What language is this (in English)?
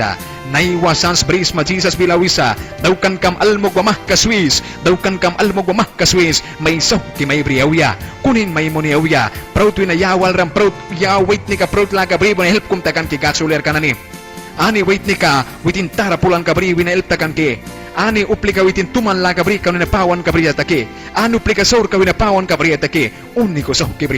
Mískito